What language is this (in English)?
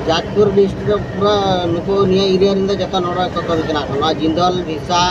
Santali